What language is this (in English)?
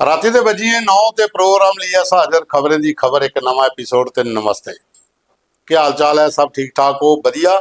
Dogri